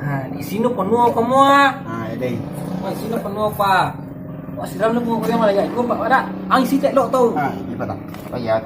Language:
Minangkabau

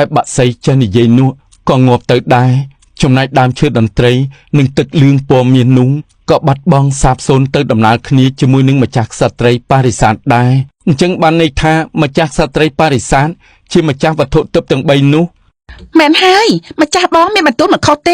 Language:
Khmer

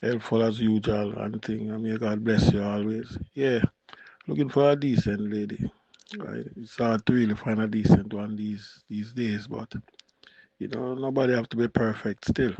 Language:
Jamaican Creole English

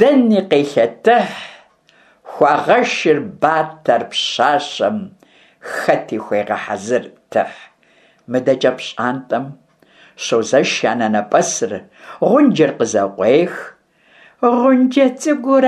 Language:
Kabardian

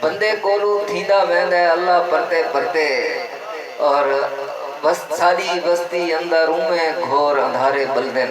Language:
Saraiki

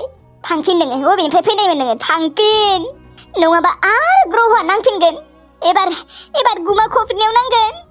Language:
Bodo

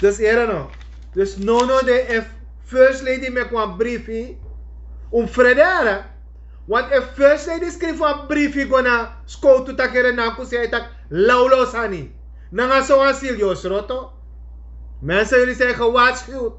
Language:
Sranan Tongo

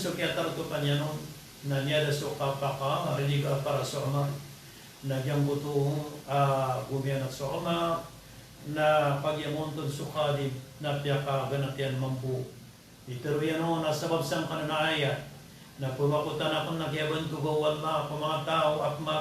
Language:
Maranao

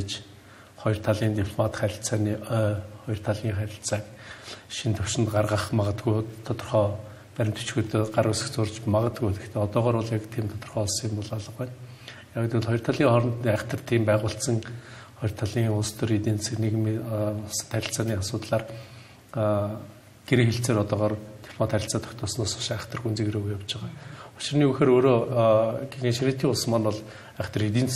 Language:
Mongolian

